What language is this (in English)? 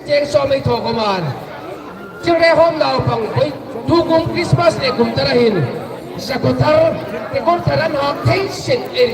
Hmar